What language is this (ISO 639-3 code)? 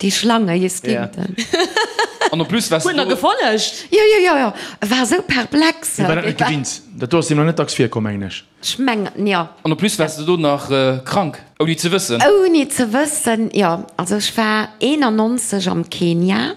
ltz